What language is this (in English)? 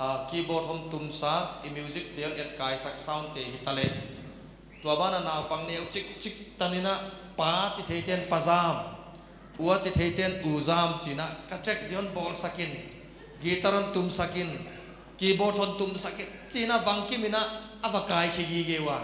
Paite Chin